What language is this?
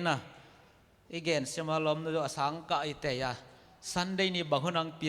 Tedim Chin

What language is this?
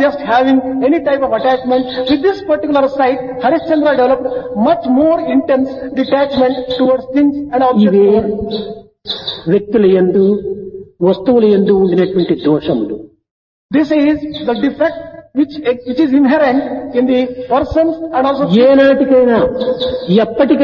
Telugu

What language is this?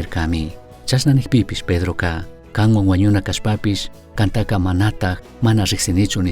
Chimborazo Highland Quichua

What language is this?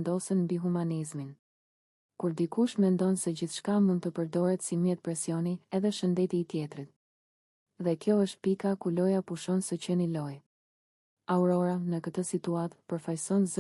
Albanian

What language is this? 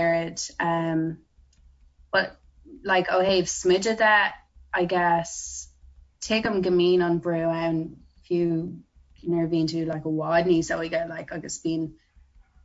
Irish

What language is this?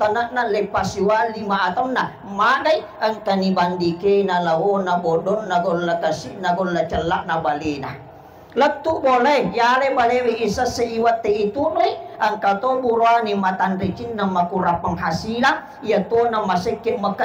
Buginese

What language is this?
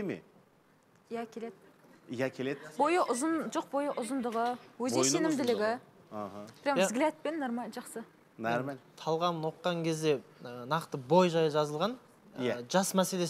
Kazakh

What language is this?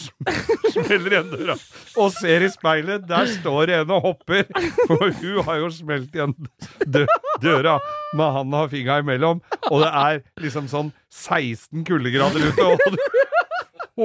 Norwegian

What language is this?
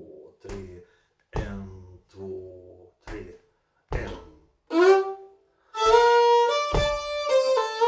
Swedish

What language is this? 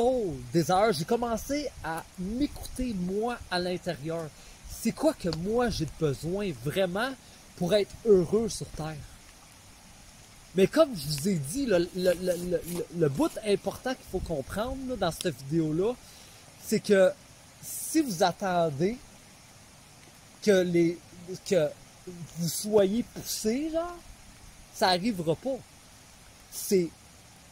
French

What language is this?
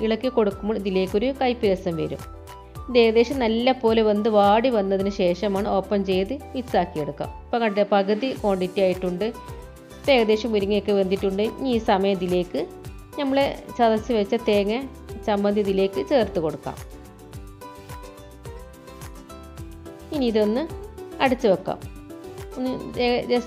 Malayalam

